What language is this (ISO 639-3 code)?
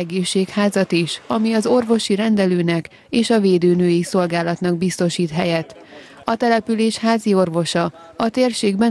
hun